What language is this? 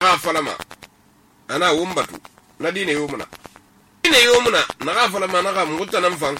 Susu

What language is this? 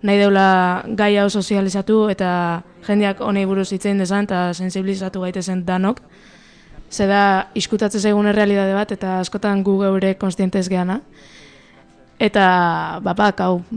Basque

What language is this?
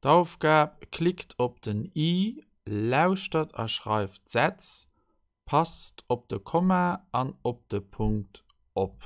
Luxembourgish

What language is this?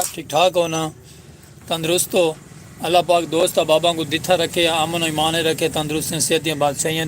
Saraiki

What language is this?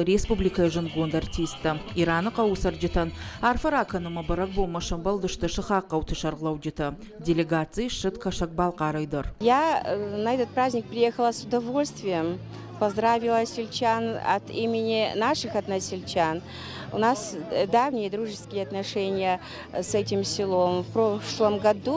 Ossetic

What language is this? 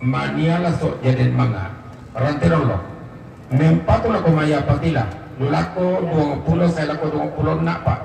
Toraja-Sa'dan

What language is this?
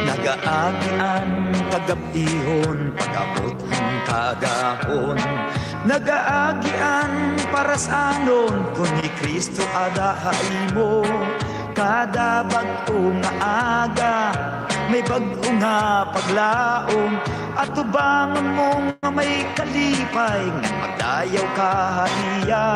Waray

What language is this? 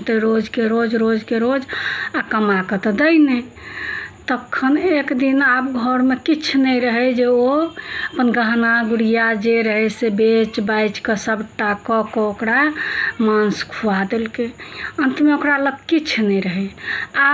Maithili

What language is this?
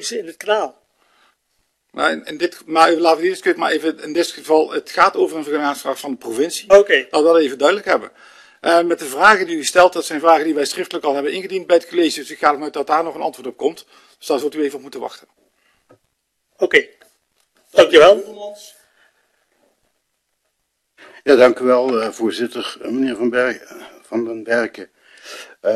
Dutch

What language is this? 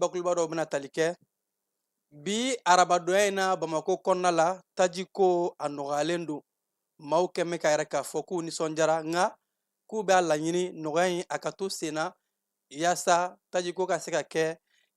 Bambara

